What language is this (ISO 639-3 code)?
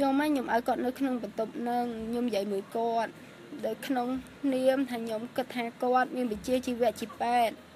khm